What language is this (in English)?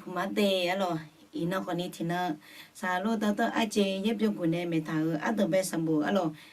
Akha